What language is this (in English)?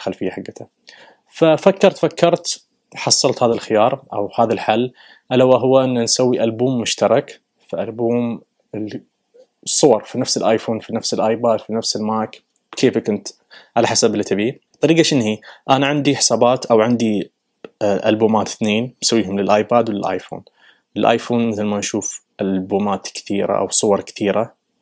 Najdi Arabic